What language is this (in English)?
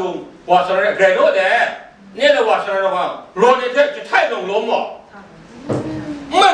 Kachin